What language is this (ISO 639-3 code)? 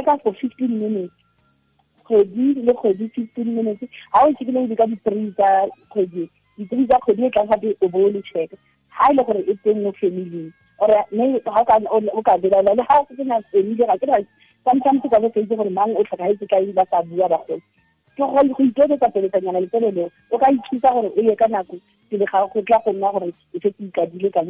tsn